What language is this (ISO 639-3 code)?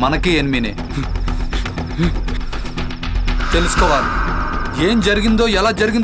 tel